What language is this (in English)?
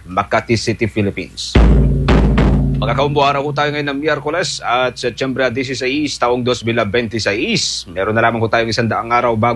Filipino